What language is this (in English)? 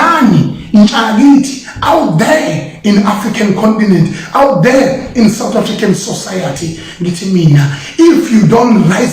Zulu